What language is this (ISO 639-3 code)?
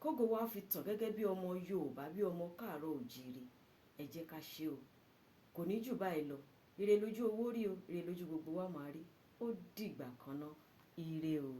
yor